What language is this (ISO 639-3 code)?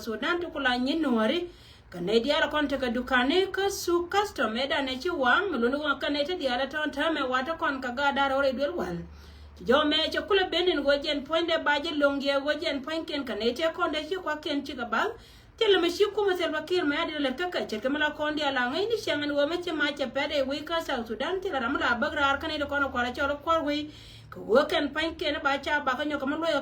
nus